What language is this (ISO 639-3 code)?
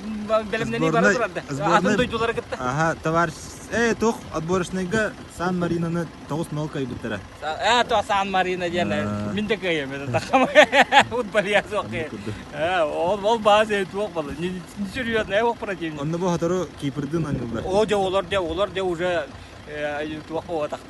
sah